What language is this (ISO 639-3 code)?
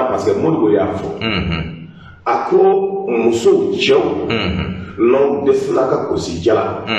bam